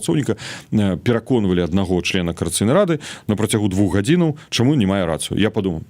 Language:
Belarusian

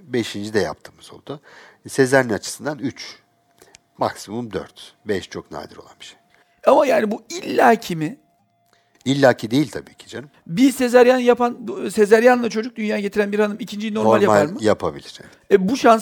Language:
Turkish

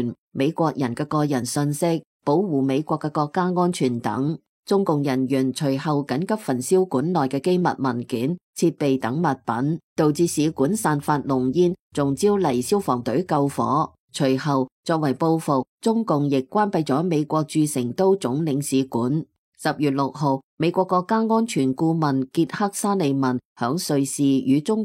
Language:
Cantonese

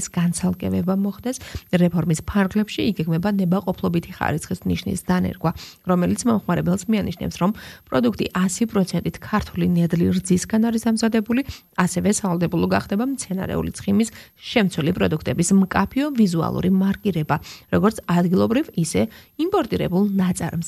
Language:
Georgian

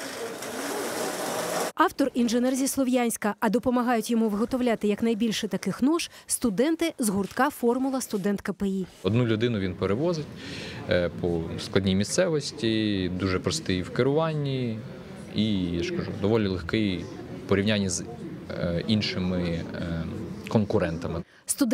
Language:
Ukrainian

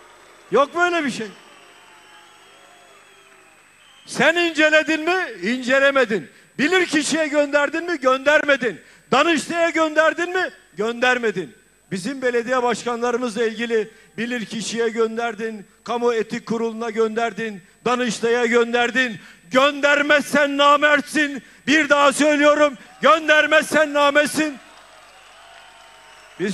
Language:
Turkish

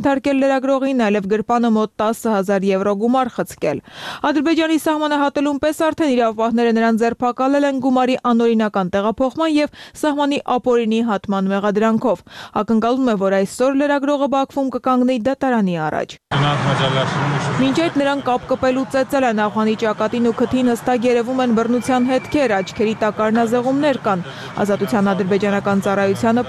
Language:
Armenian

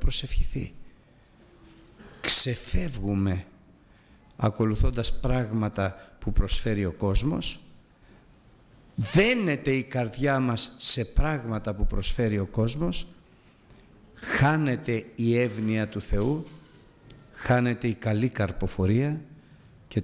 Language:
Greek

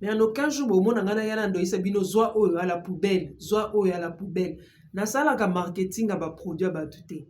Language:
Lingala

